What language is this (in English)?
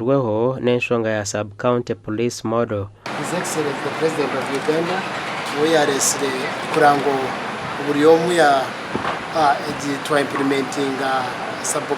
Nyankole